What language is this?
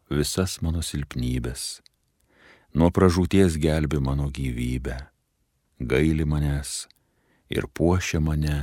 Lithuanian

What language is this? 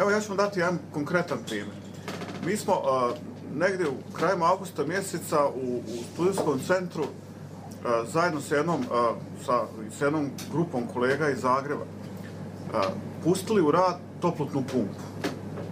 Bosnian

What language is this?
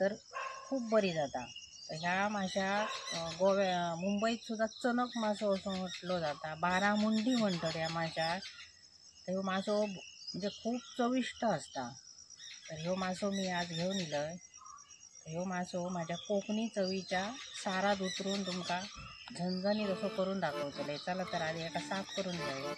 Konkani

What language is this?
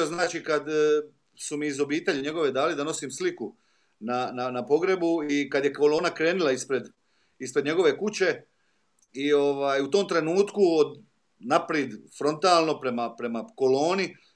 Croatian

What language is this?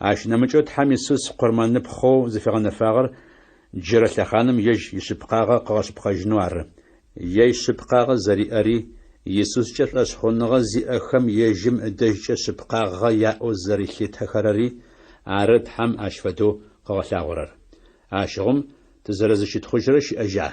Adyghe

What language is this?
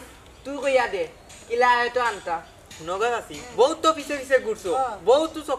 Sylheti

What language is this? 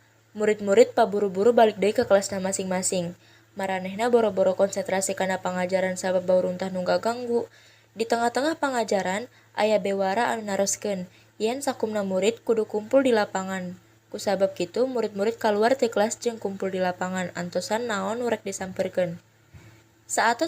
Sundanese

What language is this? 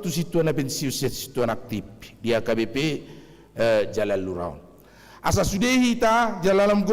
Batak Toba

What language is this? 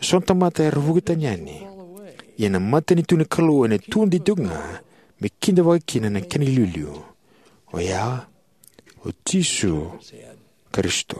Fijian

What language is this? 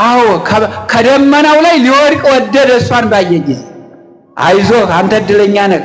Amharic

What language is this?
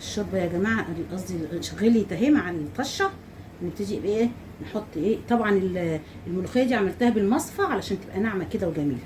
Egyptian Arabic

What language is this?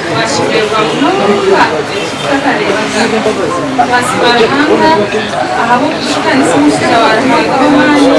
Nyankole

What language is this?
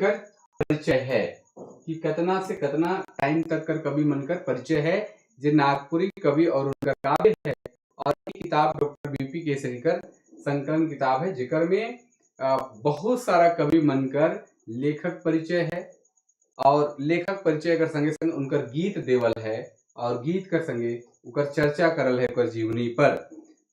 Sadri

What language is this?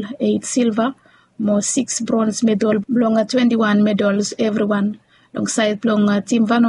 Bislama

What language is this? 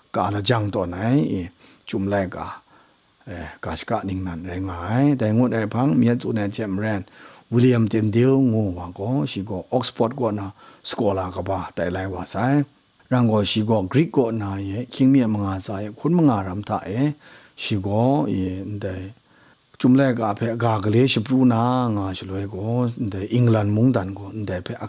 Kachin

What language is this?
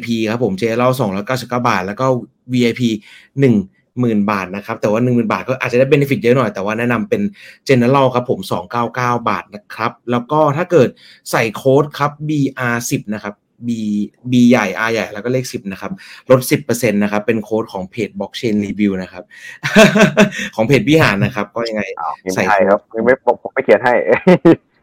Thai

